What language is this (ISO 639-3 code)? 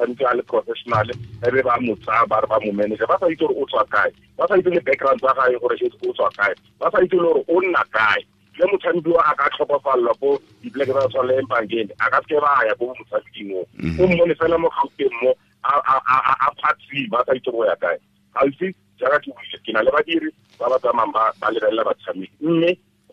tsn